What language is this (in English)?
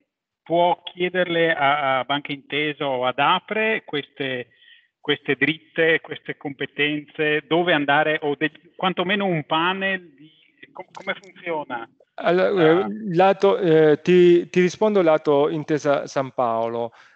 Italian